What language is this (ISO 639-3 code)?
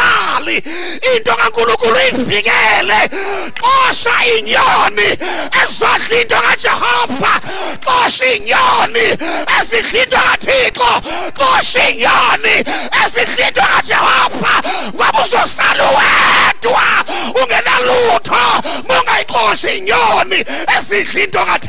zul